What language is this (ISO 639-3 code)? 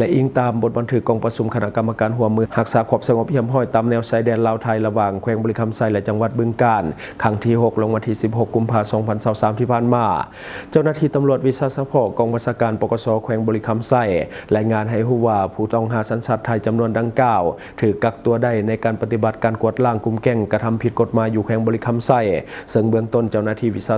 lao